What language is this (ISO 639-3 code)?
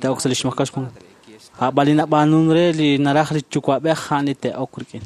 kek